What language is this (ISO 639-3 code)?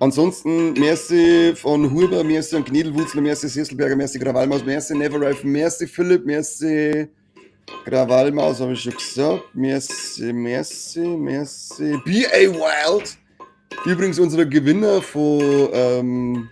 bar